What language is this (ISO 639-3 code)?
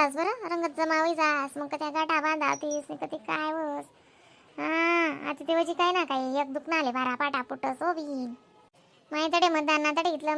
khn